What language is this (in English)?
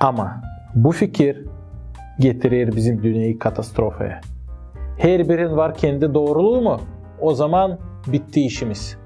Gagauz